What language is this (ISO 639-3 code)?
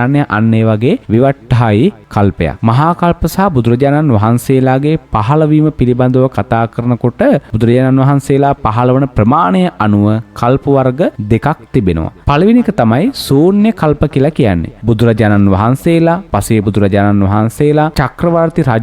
sin